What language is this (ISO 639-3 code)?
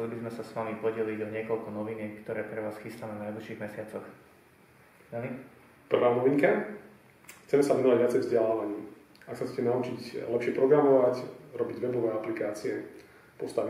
slk